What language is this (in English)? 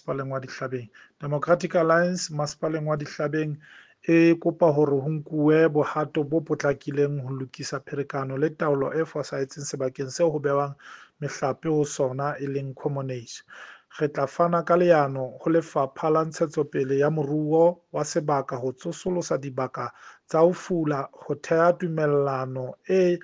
Southern Sotho